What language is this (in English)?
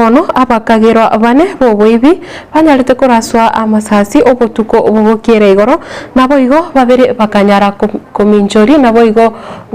Gusii